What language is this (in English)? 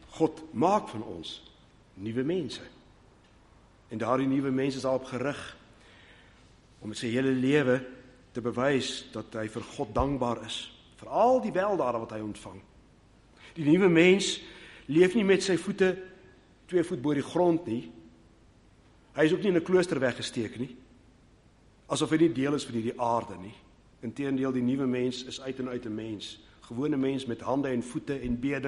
Afrikaans